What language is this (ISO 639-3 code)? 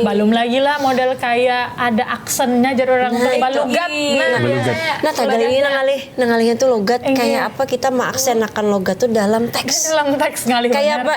bjn